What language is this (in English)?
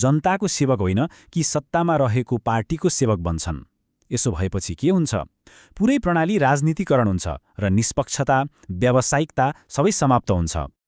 Nepali